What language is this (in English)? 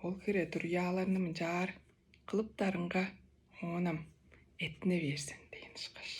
Tuvinian